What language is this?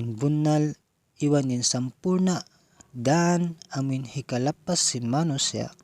Tausug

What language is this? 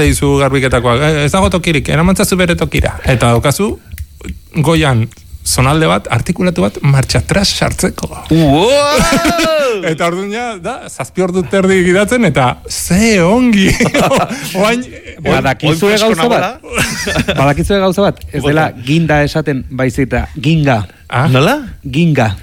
Basque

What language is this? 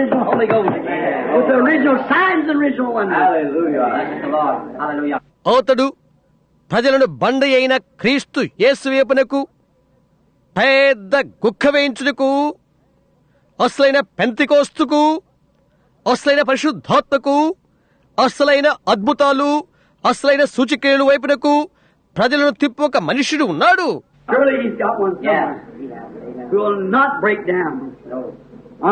Telugu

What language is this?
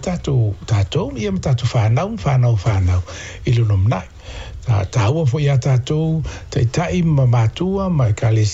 Samoan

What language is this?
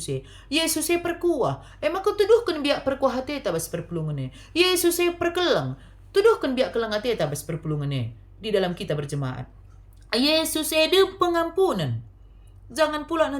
Batak Karo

